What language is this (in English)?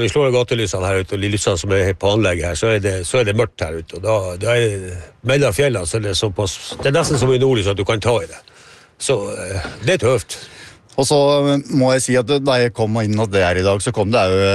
Norwegian